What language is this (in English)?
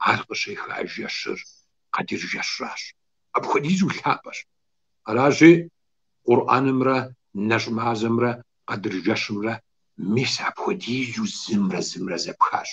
Kabardian